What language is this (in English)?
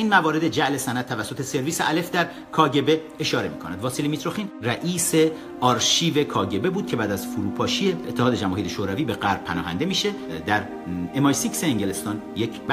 Persian